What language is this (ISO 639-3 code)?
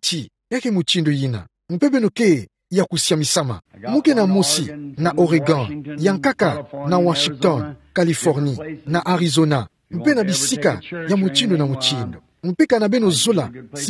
ktu